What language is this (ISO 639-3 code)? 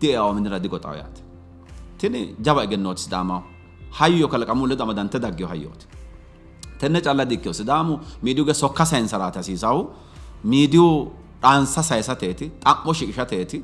sid